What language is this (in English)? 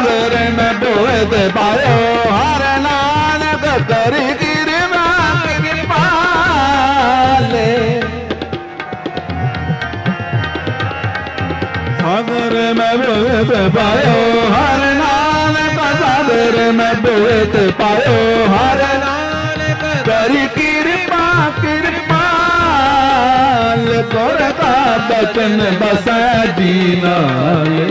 Punjabi